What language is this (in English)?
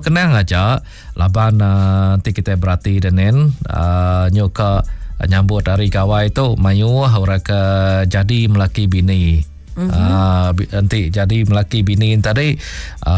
Iban